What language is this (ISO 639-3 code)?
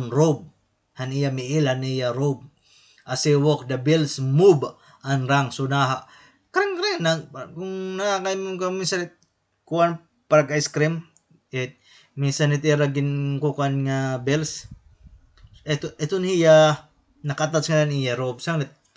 war